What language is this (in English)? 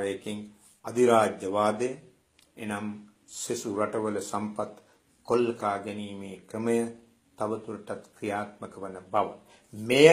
Sinhala